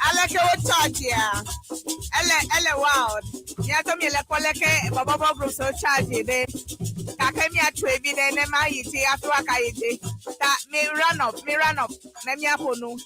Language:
Ewe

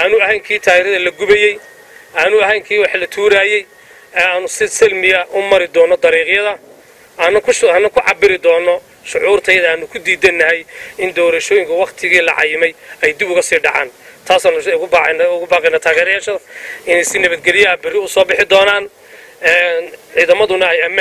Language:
Somali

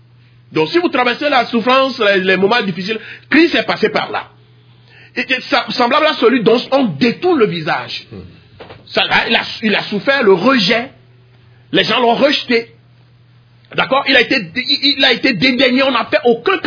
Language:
French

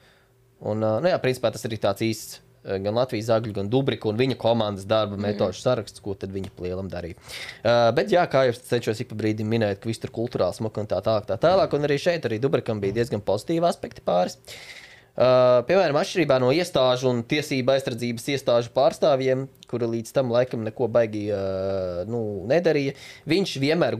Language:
Latvian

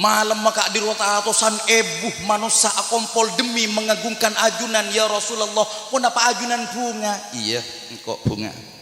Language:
Madurese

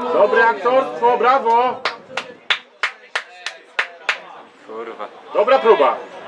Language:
Polish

